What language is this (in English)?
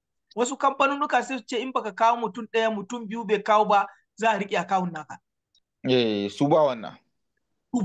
Hausa